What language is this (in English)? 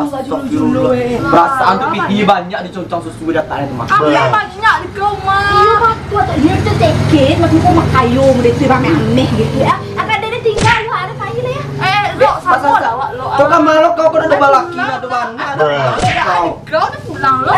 Minangkabau